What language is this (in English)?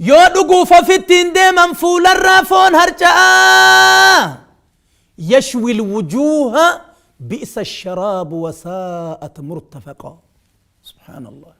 Oromo